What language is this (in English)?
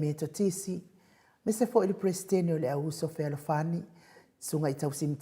Samoan